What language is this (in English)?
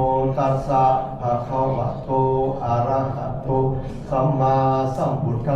Pali